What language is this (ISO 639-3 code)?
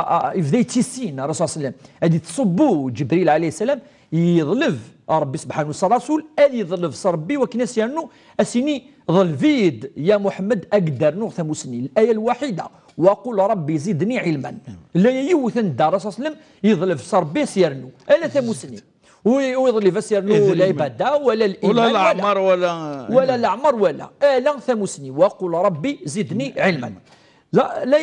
kab